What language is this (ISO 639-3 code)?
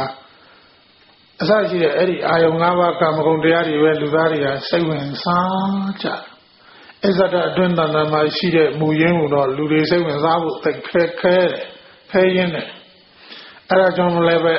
mya